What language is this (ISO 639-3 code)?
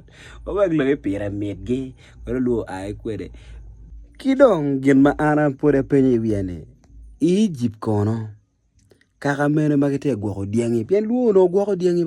ach